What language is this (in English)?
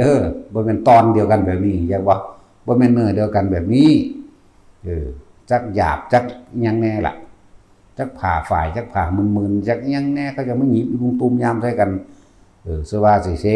Northeastern Thai